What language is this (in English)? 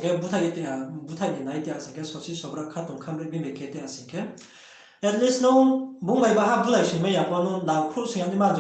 Riang (India)